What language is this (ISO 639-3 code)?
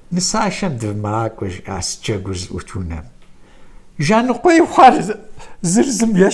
kbd